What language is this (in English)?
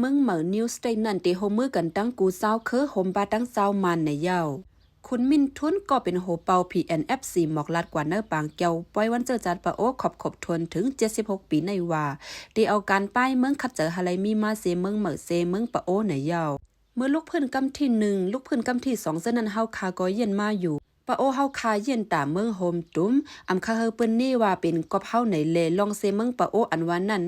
Shan